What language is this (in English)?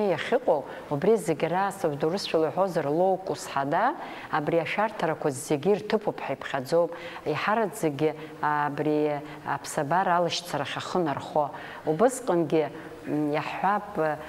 Abkhazian